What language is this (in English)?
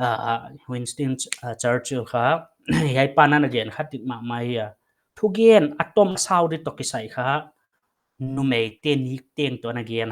Paite Chin